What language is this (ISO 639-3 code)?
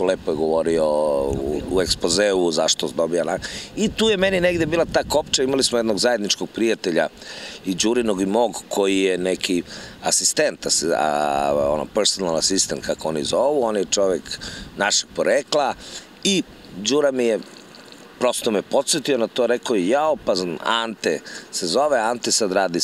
srp